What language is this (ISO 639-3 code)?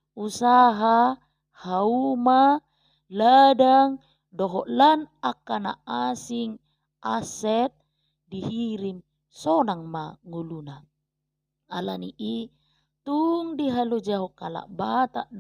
bbc